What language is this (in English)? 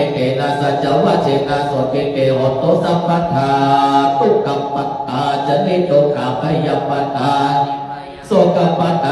Pali